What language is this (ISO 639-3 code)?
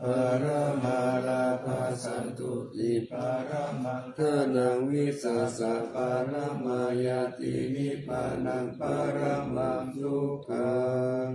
pli